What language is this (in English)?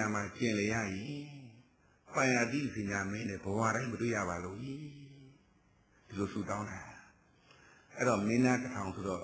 Burmese